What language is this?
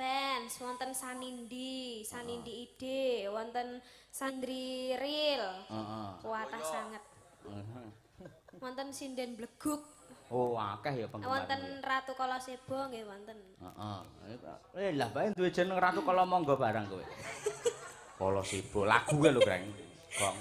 Javanese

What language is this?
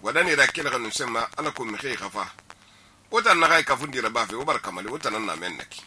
Susu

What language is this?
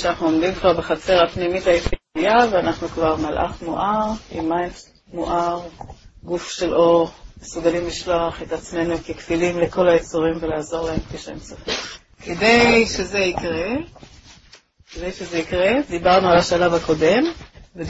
Hebrew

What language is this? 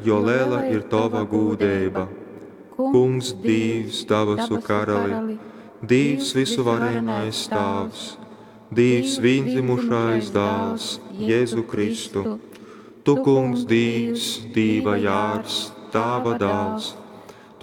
Latgalian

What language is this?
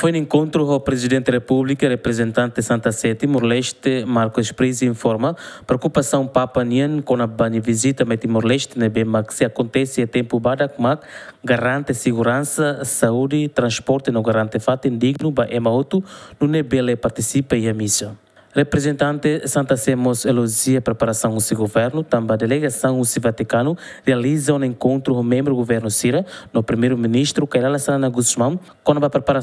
Tetum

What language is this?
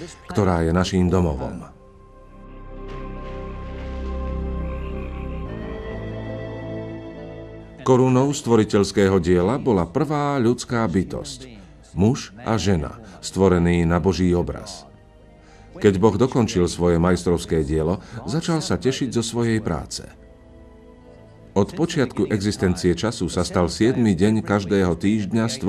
Slovak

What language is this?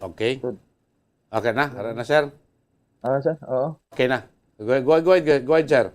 Hiligaynon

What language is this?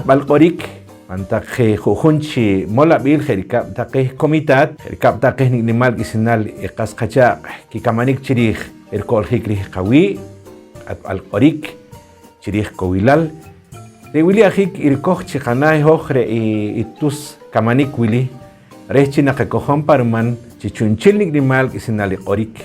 Poqomchi'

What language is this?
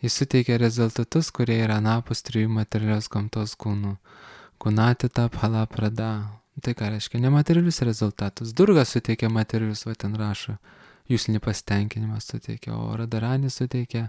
Lithuanian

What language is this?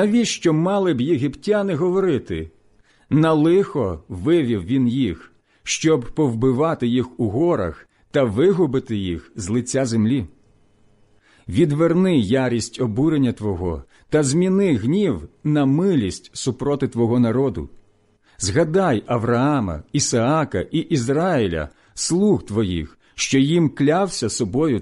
Ukrainian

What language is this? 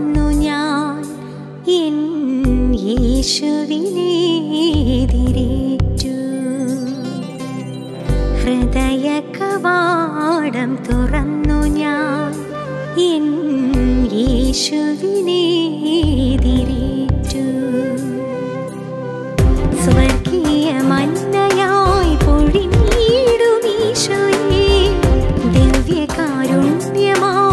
Malayalam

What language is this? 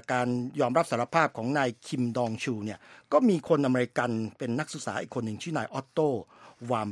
Thai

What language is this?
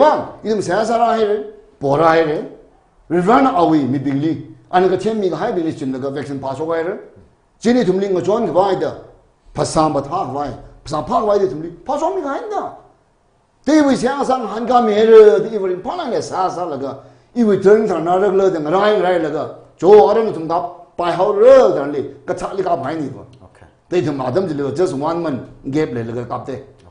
Tangkhul Naga (India)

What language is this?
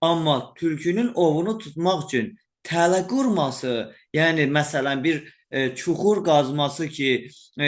Azerbaijani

